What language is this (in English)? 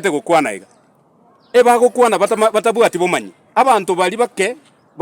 Gusii